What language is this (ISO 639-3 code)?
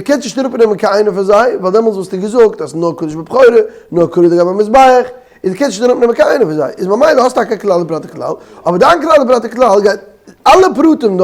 yid